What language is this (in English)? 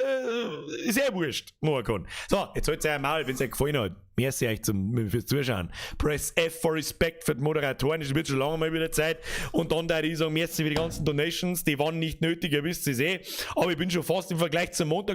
Bavarian